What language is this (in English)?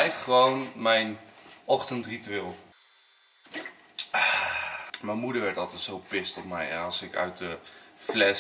Dutch